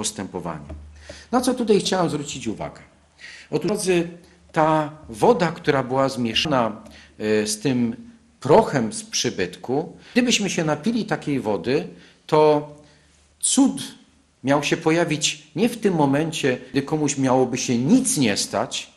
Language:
Polish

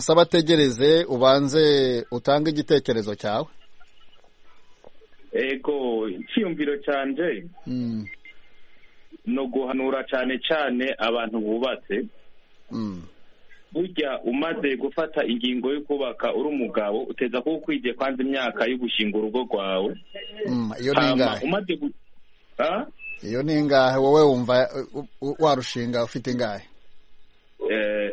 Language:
Kinyarwanda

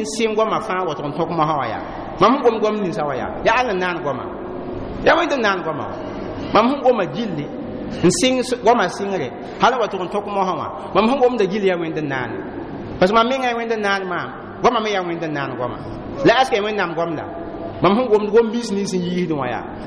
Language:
Mossi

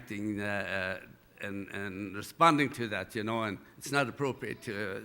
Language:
Plautdietsch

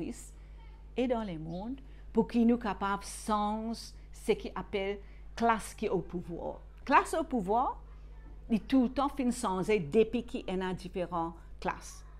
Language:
Morisyen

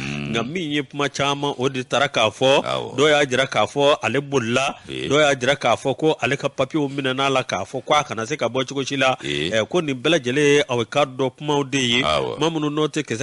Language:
Bambara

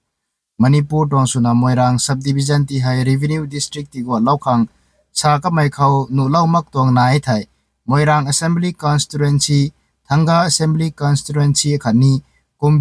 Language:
Rongmei Naga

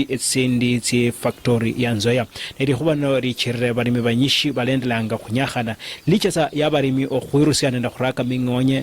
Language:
Luyia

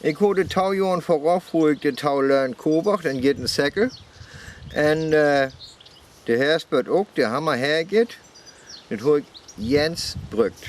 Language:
Northern Frisian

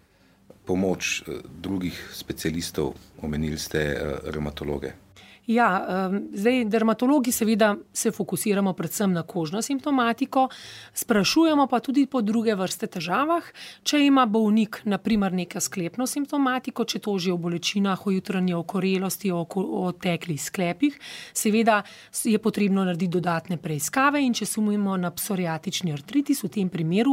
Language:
Slovenian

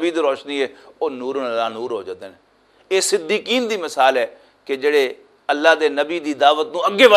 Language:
Western Panjabi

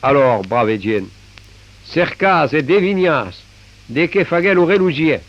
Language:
Occitan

